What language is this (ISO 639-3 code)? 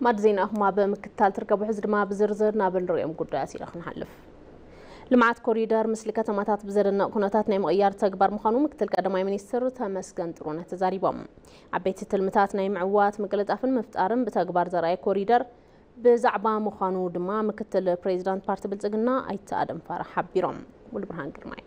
tir